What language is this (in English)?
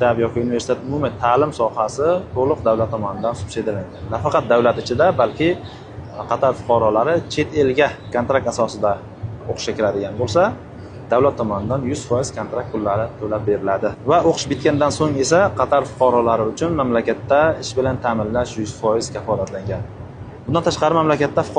Uzbek